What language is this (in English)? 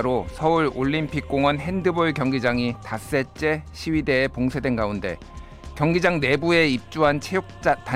Korean